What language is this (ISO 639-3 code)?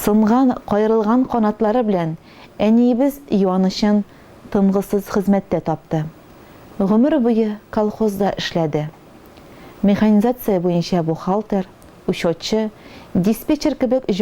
tat